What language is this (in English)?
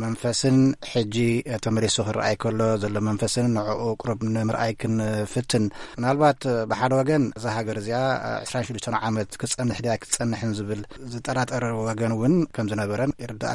Tigrinya